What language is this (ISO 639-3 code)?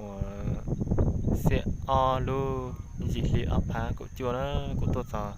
hmn